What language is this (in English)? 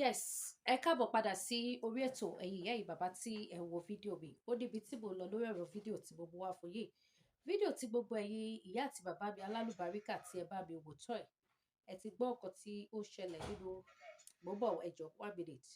Yoruba